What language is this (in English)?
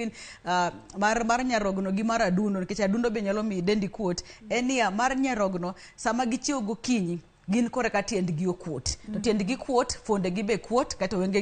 Luo (Kenya and Tanzania)